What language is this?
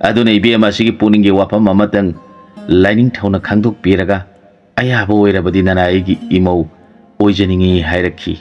Manipuri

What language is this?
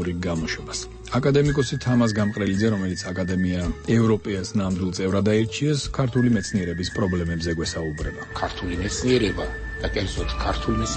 Georgian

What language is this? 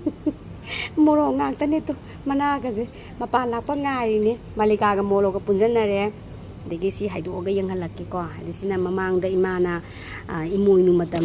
Manipuri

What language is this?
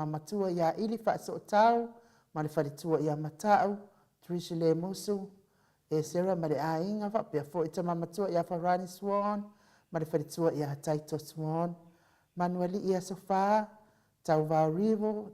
Samoan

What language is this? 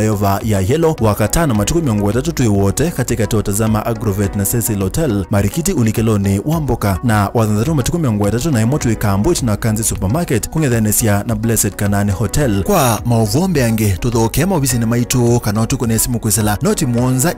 Kamba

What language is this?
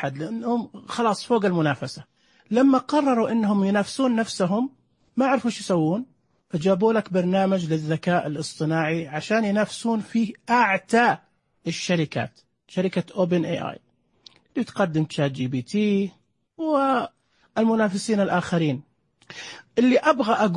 Najdi Arabic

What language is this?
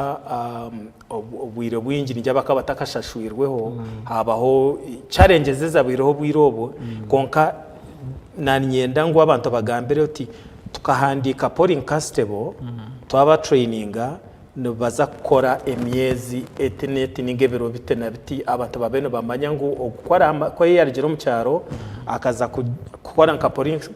Nyankole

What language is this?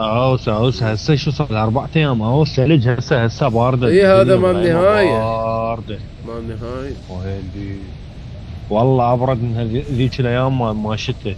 Mesopotamian Arabic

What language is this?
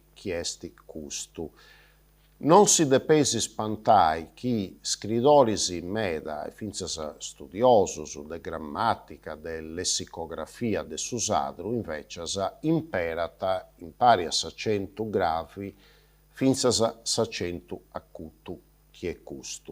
Sardinian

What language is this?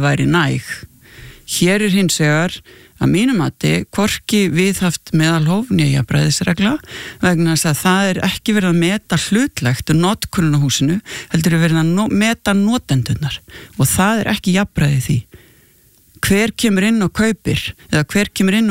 Icelandic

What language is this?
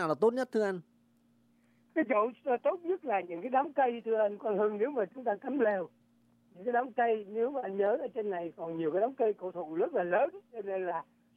Vietnamese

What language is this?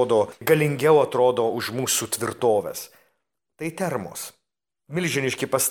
Lithuanian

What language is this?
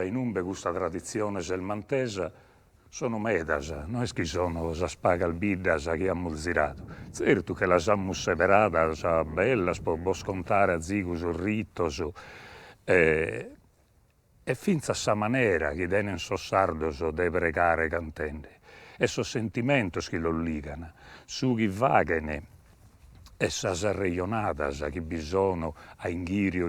Sardinian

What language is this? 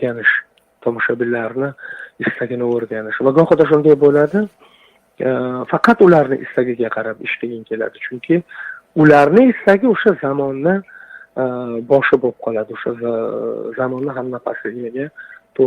Uzbek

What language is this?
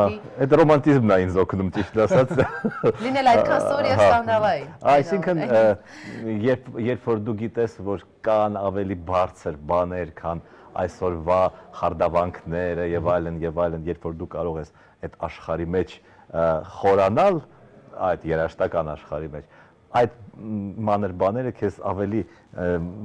Armenian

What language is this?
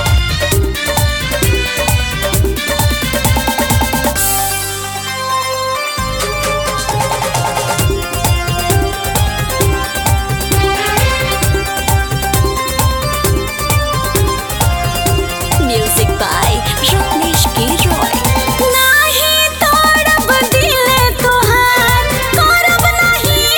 Bhojpuri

